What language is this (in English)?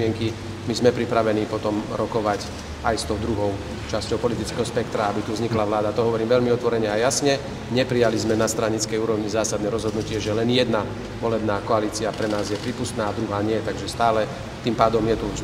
Slovak